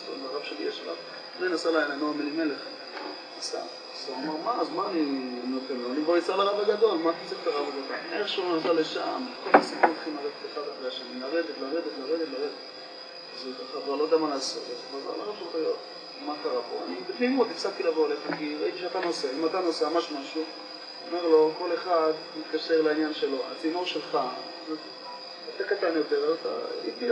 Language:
Hebrew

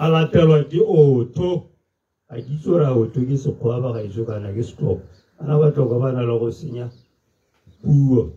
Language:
Tswana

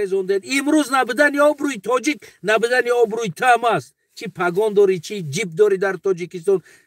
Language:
Tajik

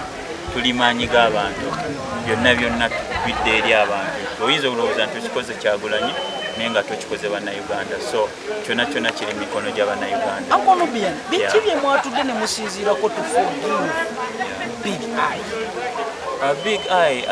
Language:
Ganda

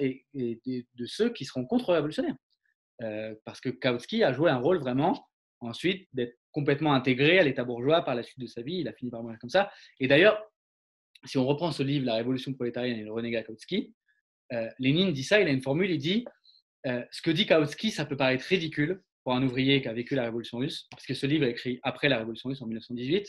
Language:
French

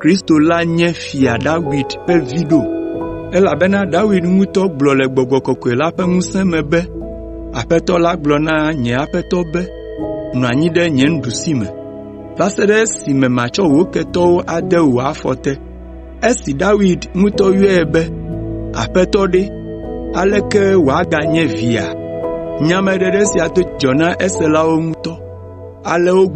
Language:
Ewe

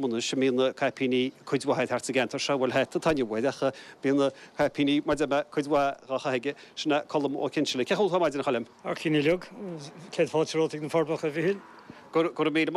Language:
Irish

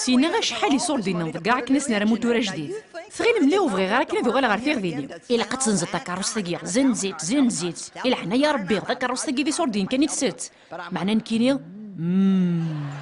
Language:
Kabyle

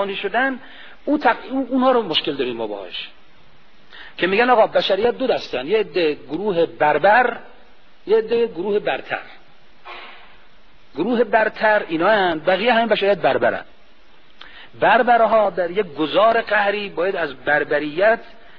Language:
Persian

